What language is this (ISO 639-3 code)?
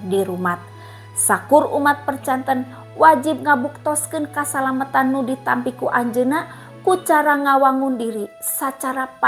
sun